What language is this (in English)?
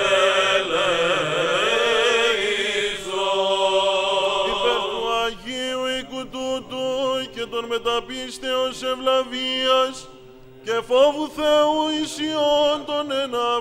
Greek